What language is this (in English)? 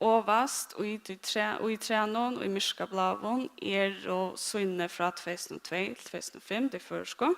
Faroese